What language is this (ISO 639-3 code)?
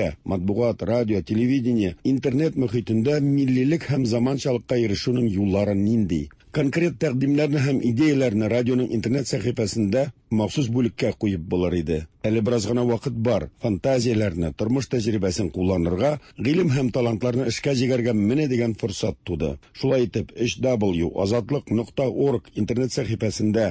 tat